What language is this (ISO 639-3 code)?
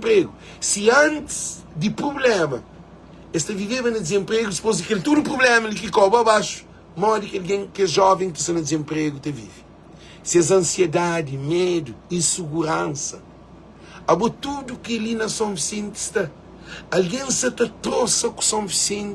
kea